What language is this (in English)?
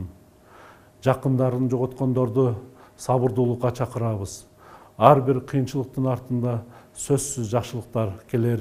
Kyrgyz